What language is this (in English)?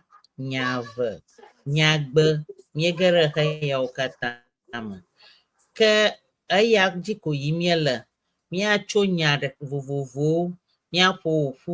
Ewe